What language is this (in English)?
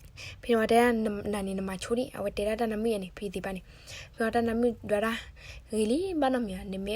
S'gaw Karen